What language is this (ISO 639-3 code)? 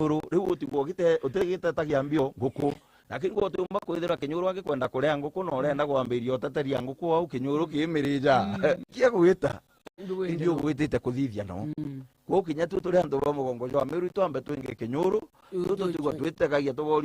mer